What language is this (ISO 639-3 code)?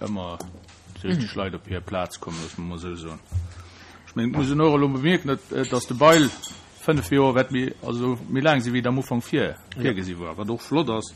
ltz